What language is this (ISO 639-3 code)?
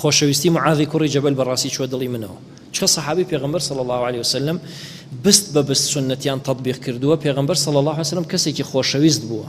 ckb